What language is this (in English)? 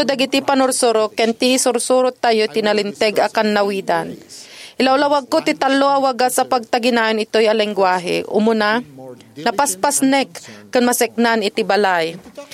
Iloko